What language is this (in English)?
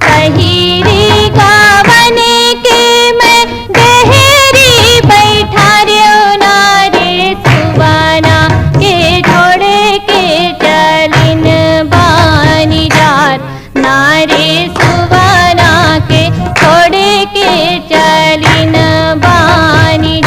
Chhattisgarhi